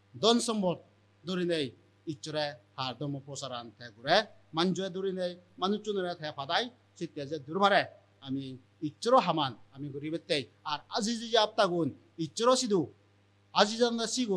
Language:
Chakma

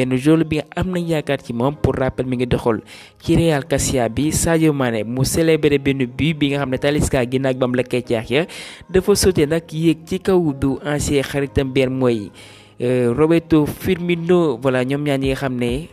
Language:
Wolof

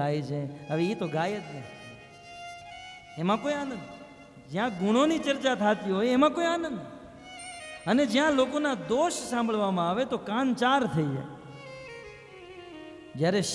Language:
Gujarati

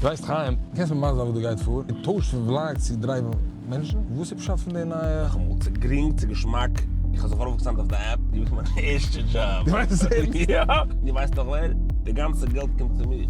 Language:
Yiddish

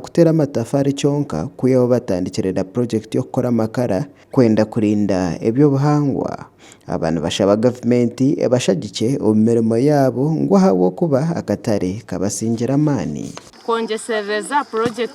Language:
Nyankole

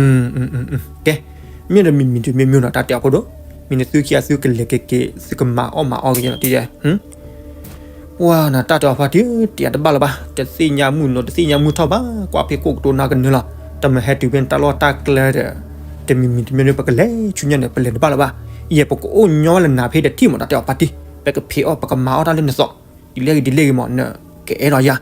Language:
S'gaw Karen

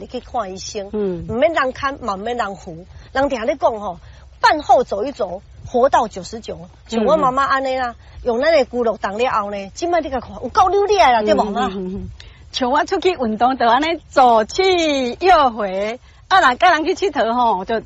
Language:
Min Nan Chinese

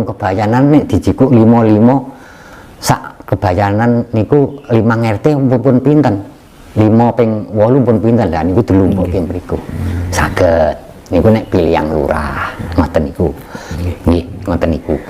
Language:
Javanese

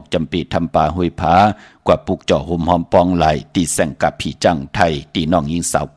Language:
Shan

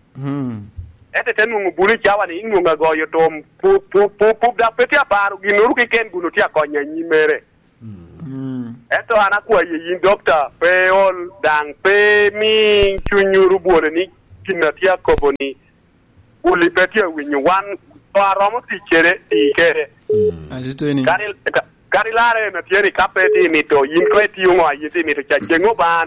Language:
Lango (Uganda)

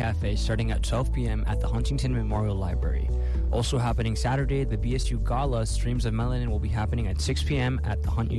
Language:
English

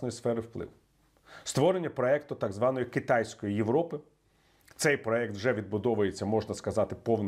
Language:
Ukrainian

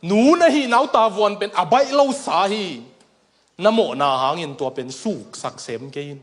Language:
Tedim Chin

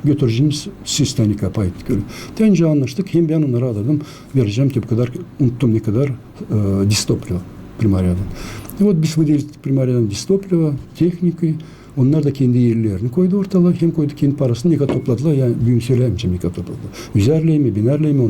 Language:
Gagauz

